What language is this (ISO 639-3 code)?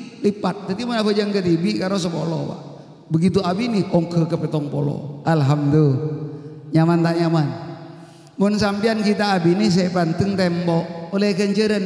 mad